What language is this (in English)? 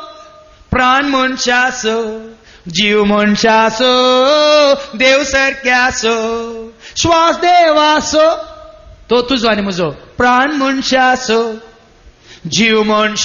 Konkani